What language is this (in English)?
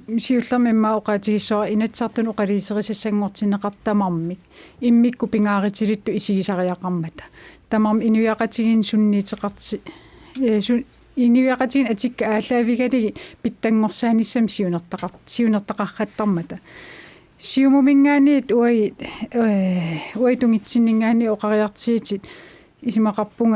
Kalaallisut